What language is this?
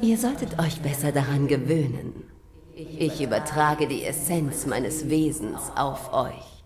Swiss German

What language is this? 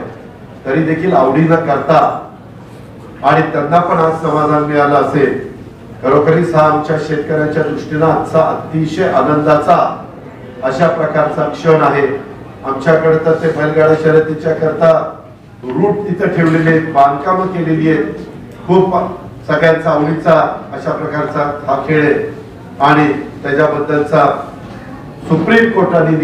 Marathi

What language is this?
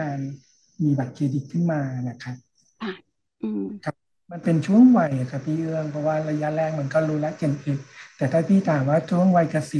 Thai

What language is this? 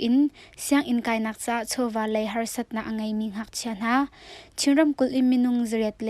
Hakha Chin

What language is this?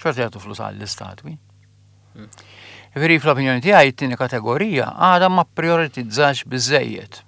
Maltese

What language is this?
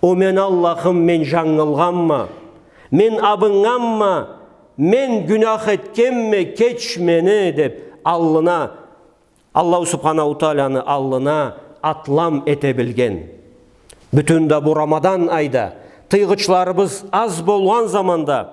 Karachay-Balkar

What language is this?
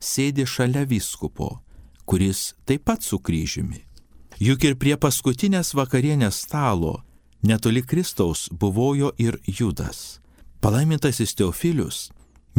Lithuanian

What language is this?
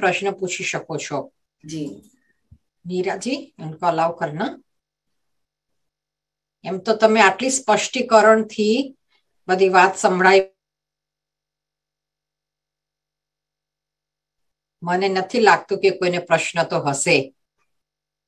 Gujarati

